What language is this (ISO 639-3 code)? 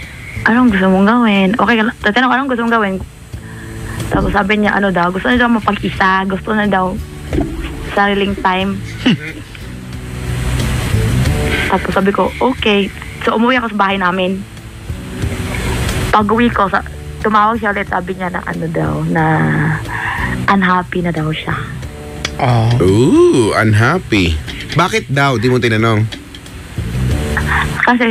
fil